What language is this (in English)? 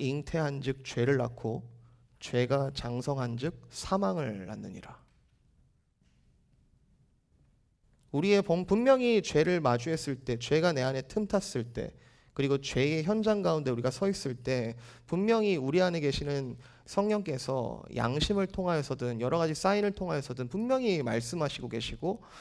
Korean